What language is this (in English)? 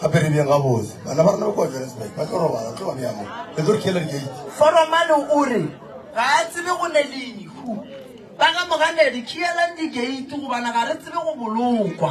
Northern Sotho